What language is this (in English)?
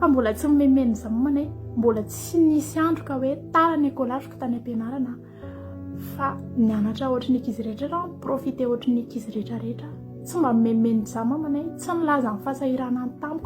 Malagasy